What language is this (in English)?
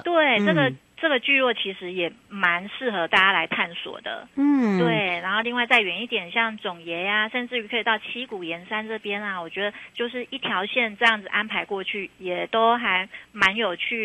Chinese